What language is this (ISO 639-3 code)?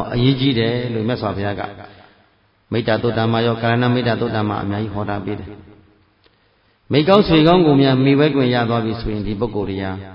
mya